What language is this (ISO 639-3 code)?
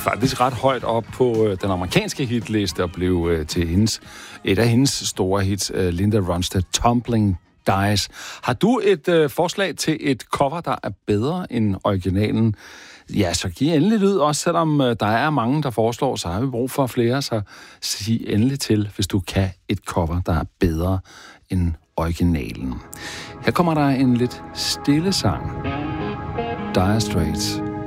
dan